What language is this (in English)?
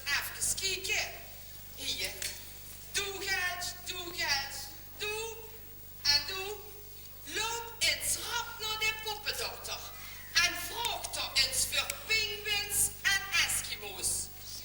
Limburgish